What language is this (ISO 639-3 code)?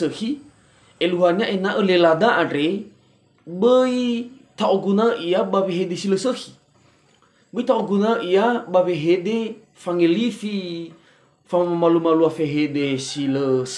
nia